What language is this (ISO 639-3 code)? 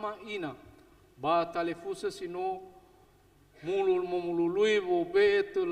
nia